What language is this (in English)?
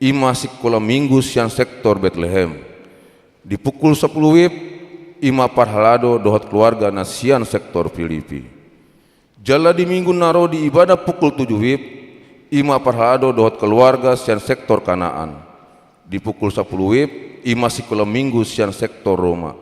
Batak Toba